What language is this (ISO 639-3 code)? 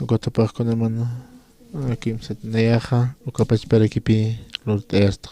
aym